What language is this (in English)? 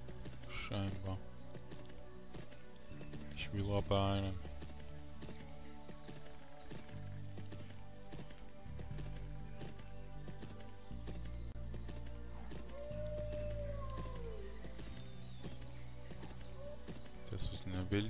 German